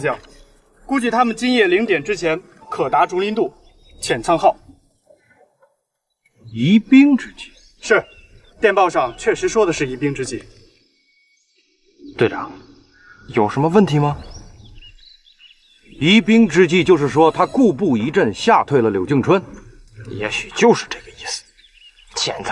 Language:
Chinese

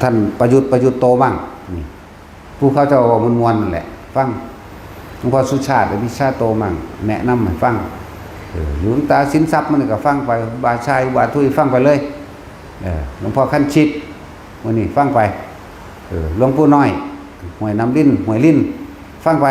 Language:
Northeastern Thai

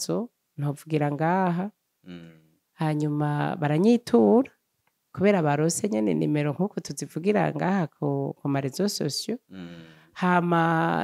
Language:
Rundi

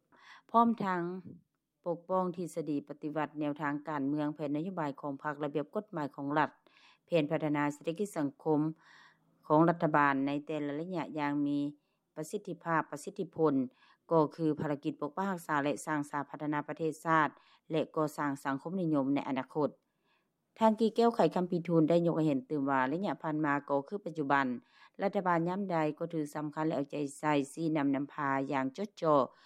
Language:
Lao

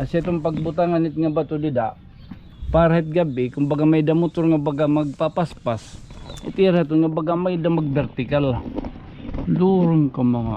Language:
Waray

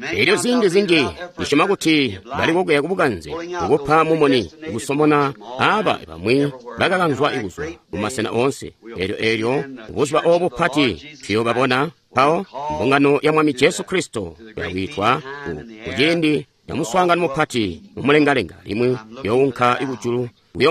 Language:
Tonga (Zambia)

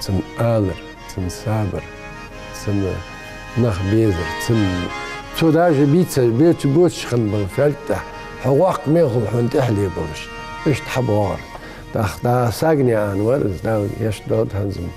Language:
Ingush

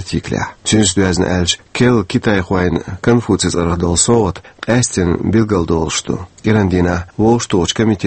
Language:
Chechen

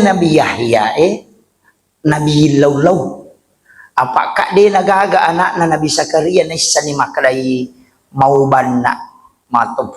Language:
Buginese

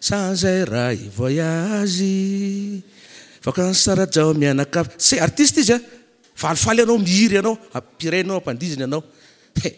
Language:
Malagasy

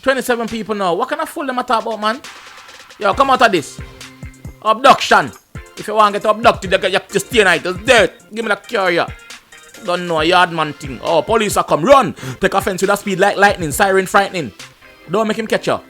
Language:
Jamaican Creole English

